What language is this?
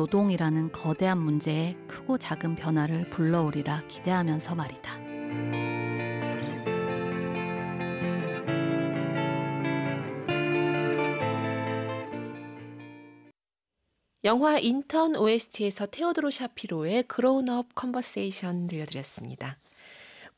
Korean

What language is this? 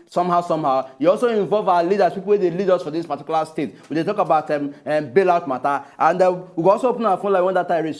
Nigerian Pidgin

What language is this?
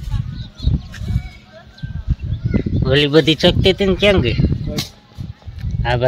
Gujarati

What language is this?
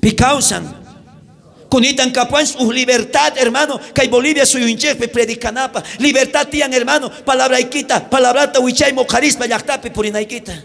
South Bolivian Quechua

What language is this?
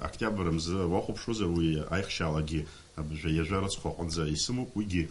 Abkhazian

